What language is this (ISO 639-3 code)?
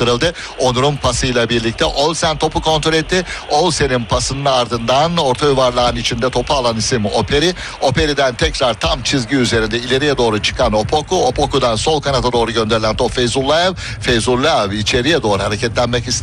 tur